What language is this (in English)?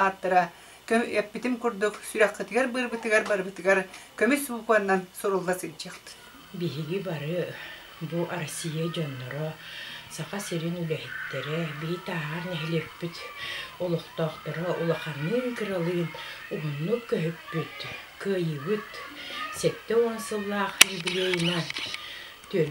Yakut